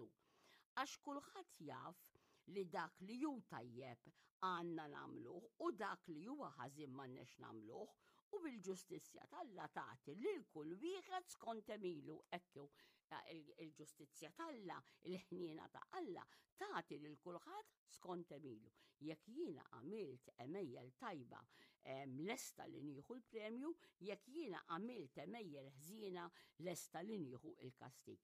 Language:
Maltese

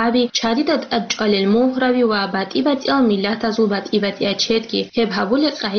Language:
Avaric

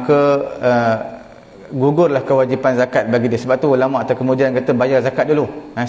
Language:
Malay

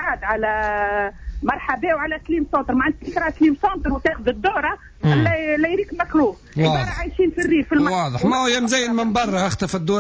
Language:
Tunisian Arabic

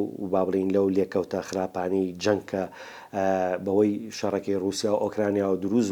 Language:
Central Kurdish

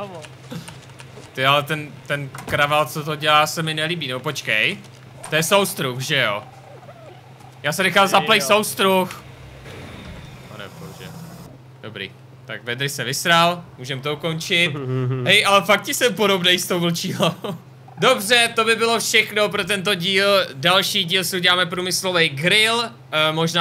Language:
Czech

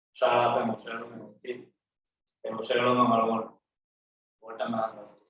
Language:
Divehi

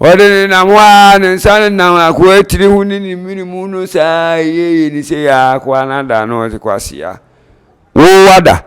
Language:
Akan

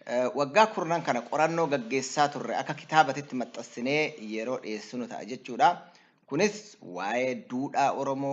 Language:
Oromo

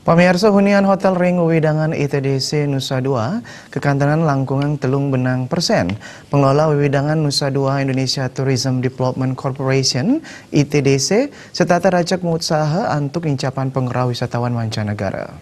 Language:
Balinese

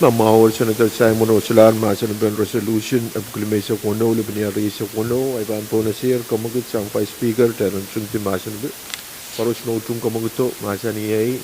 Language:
Pohnpeian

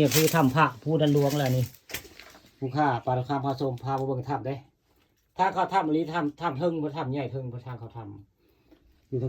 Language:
Northeastern Thai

